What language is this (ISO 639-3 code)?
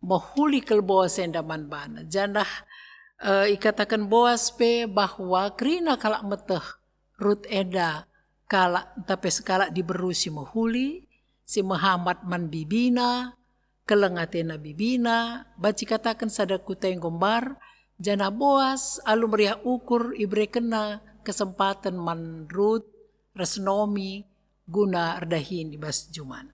btx